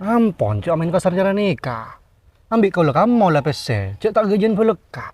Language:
Madurese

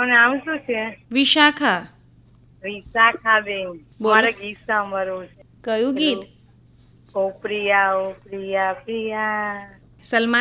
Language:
Gujarati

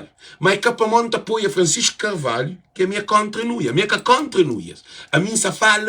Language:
Kabuverdianu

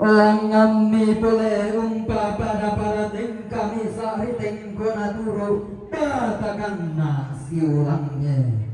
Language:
Toraja-Sa'dan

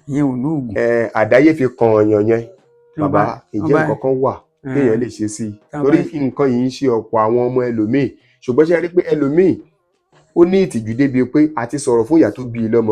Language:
Yoruba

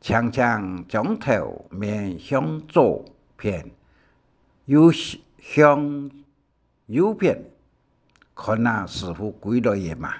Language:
Hakka Chinese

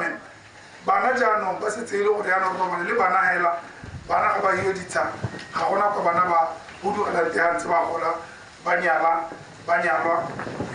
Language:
Tswana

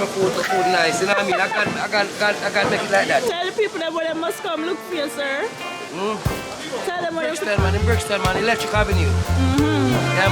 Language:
Jamaican Creole English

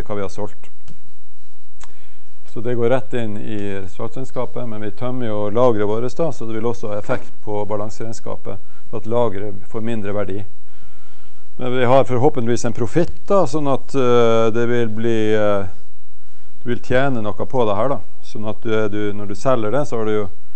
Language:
Norwegian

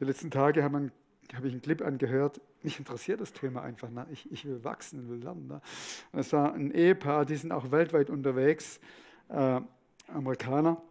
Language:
Swiss German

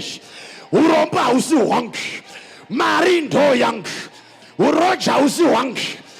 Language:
Shona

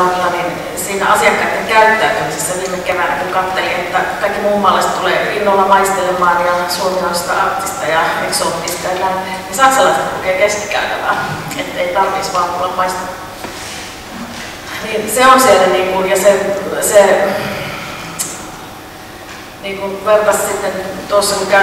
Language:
Finnish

